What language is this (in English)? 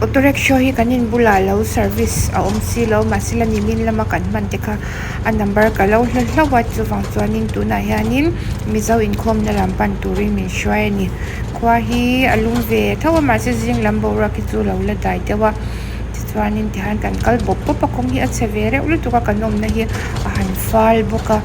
Mizo